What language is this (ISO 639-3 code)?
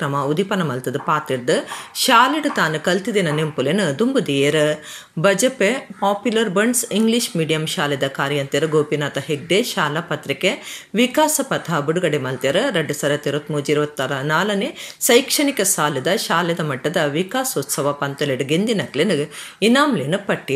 tcy